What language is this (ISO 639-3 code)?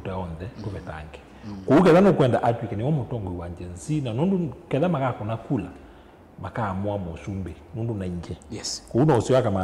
kam